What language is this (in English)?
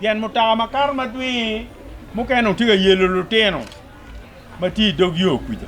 Acoli